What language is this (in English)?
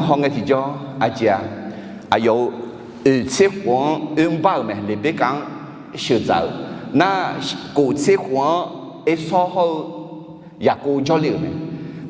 Akha